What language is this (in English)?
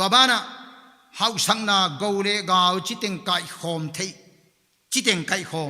Paite Chin